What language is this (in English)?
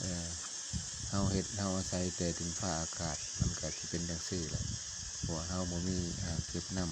Lao